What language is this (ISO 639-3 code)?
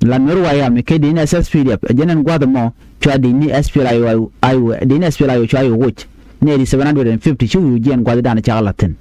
nus